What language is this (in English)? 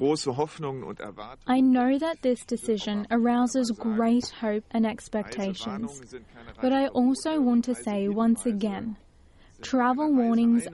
Macedonian